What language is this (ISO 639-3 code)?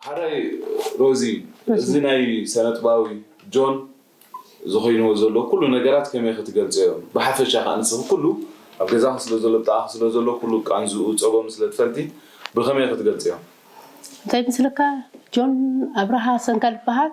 tir